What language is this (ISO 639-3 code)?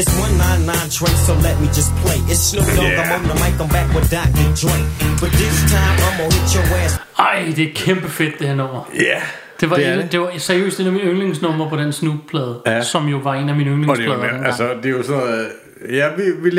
dan